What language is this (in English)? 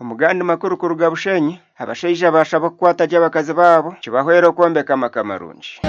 Nyankole